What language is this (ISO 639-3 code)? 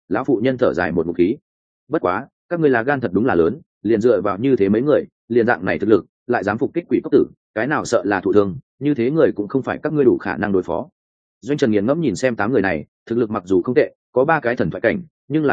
vie